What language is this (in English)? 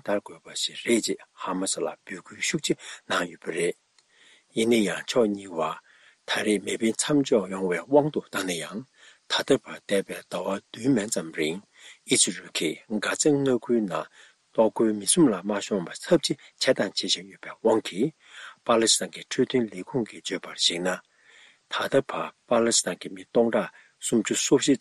Tibetan